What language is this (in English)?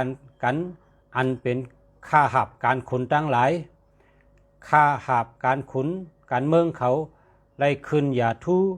Shan